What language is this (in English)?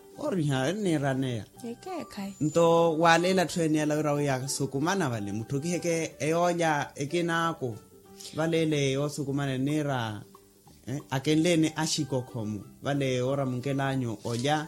Makhuwa